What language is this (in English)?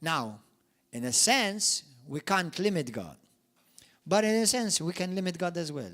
English